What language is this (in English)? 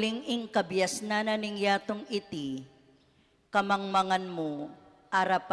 Pampanga